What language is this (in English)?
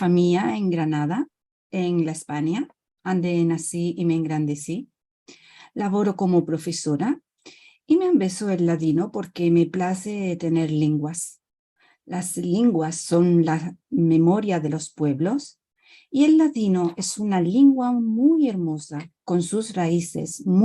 Ladino